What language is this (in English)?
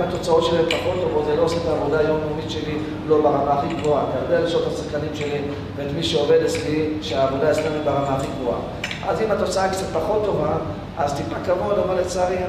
Hebrew